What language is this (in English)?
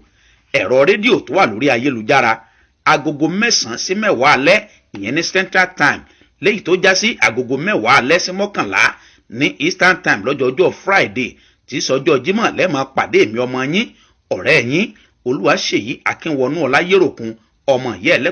Yoruba